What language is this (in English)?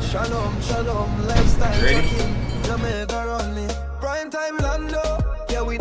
Jamaican Creole English